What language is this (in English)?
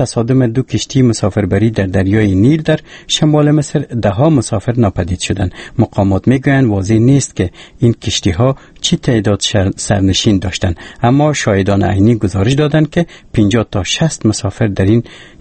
Persian